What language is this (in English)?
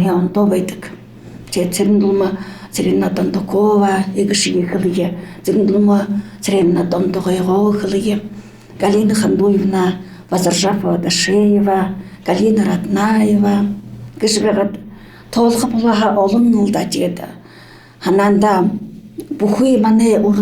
Buriat